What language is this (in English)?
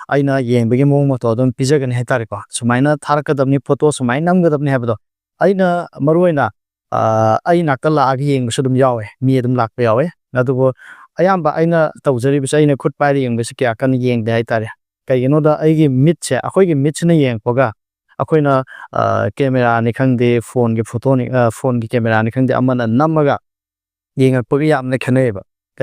Manipuri